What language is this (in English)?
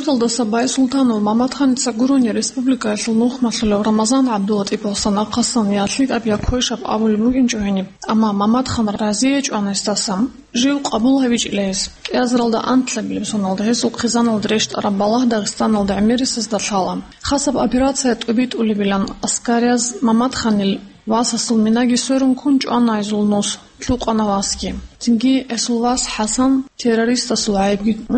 Avaric